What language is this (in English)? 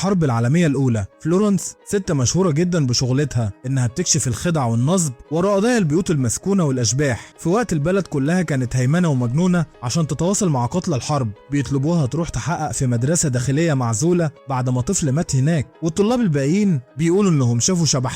Egyptian Arabic